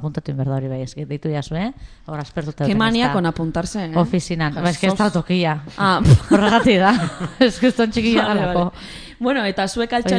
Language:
Basque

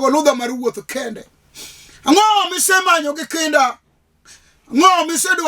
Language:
Luo (Kenya and Tanzania)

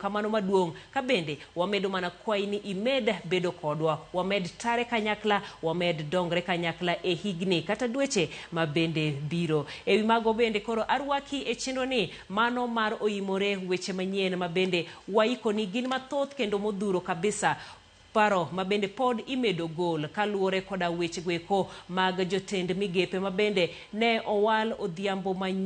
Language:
Luo (Kenya and Tanzania)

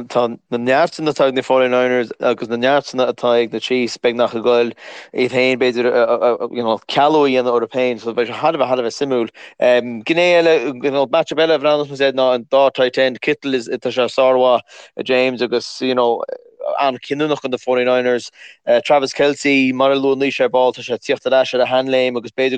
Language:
Irish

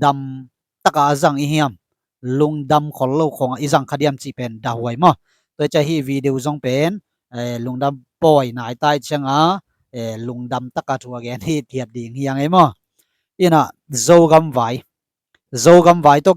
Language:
Tedim Chin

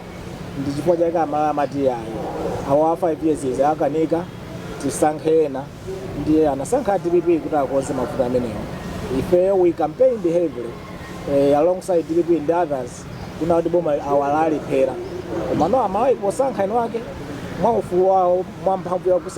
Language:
Nyanja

